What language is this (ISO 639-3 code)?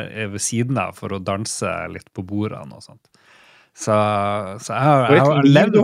nor